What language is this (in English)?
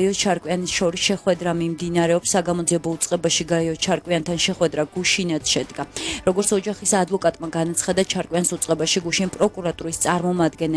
Georgian